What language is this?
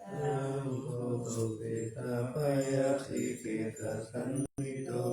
Pali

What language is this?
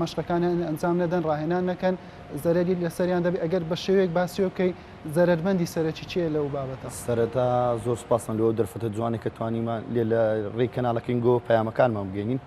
Central Kurdish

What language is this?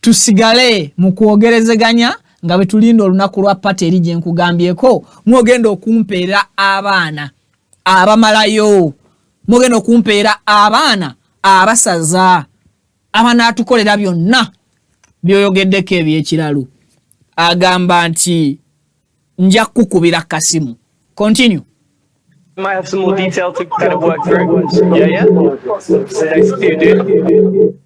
Ganda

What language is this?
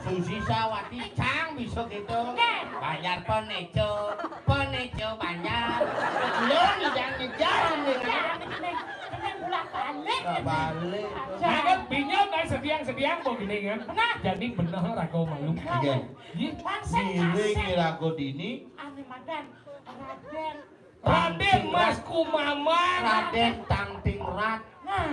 Balinese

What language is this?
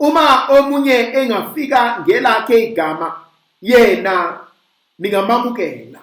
Zulu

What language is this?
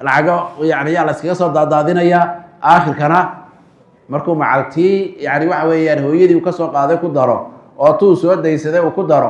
Somali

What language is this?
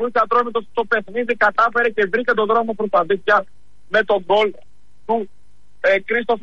Greek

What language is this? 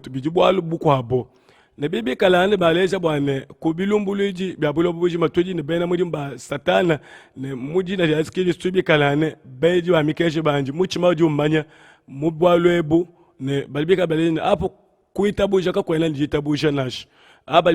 Luba-Lulua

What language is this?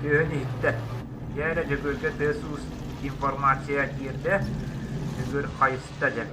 Yakut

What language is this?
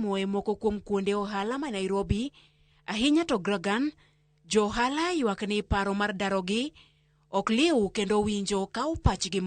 Luo (Kenya and Tanzania)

